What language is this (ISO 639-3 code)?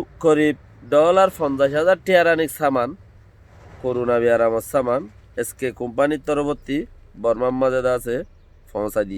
rhg